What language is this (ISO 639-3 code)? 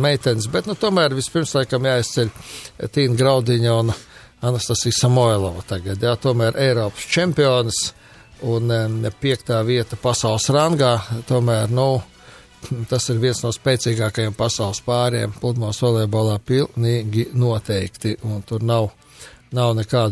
lav